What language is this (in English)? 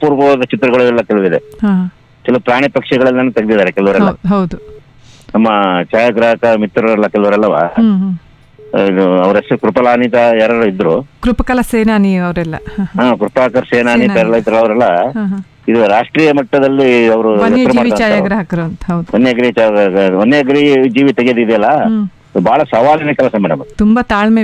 Kannada